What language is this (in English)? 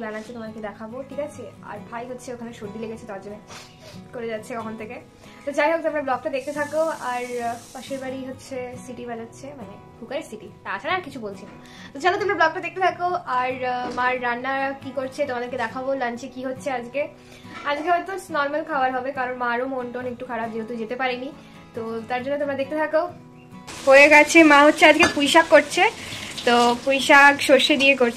Bangla